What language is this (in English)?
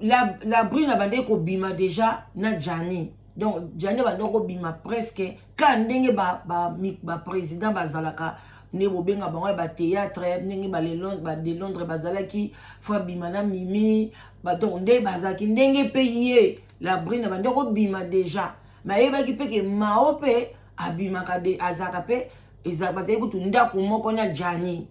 Lingala